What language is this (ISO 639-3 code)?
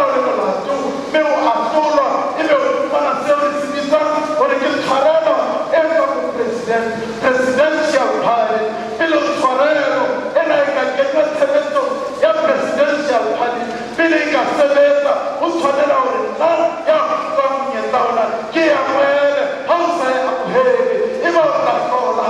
sot